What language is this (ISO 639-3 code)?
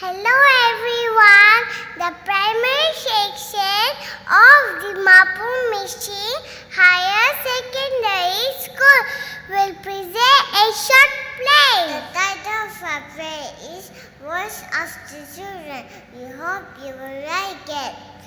njo